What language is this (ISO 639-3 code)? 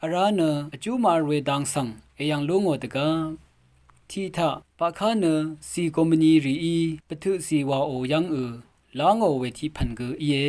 raw